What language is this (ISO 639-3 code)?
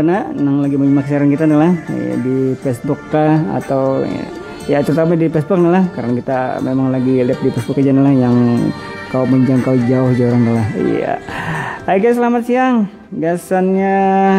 bjn